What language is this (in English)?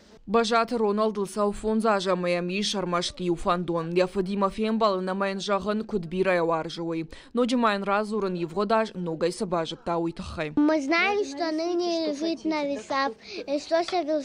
Ossetic